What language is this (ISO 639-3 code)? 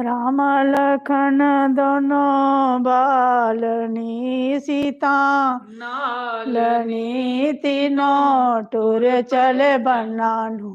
doi